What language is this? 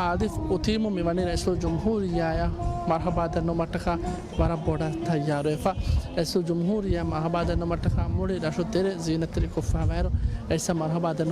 Divehi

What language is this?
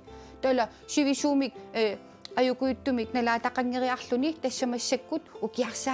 Kalaallisut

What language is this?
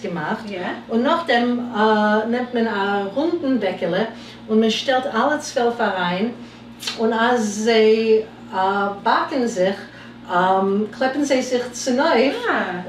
Yiddish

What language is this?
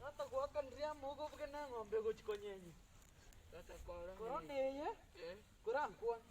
Gusii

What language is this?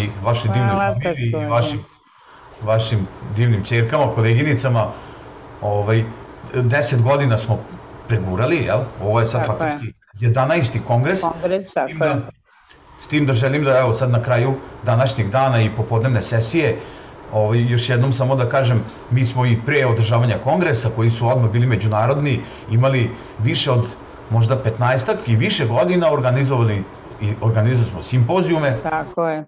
Serbian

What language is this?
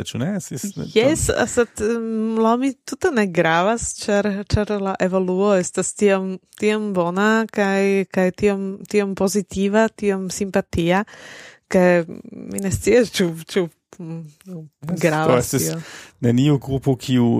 Esperanto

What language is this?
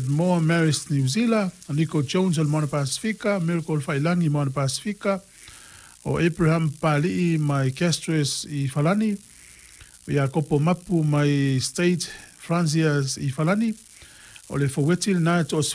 Samoan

